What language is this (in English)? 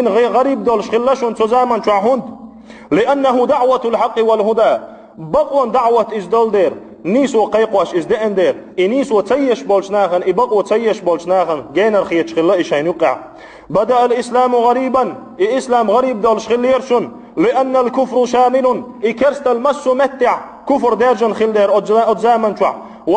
Chechen